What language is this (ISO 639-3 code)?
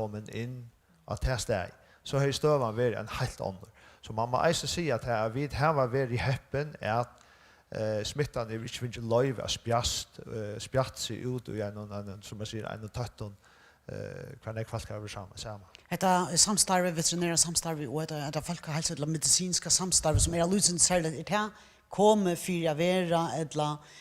fao